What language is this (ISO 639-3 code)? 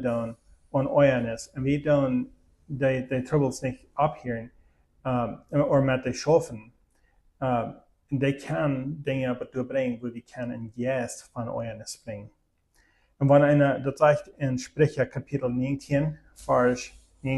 pdt